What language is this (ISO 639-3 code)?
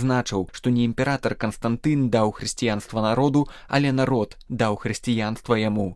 bel